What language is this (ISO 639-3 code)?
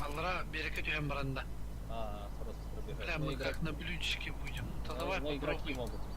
sah